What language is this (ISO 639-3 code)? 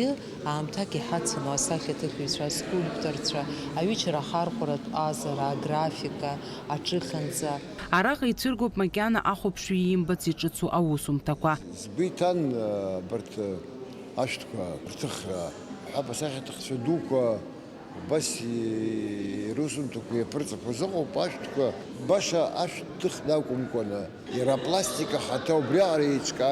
abk